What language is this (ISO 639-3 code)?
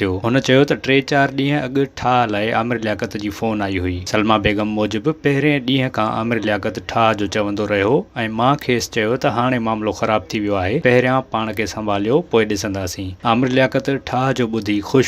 snd